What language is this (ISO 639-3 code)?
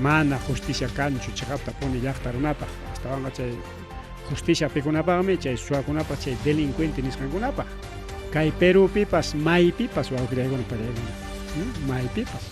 quy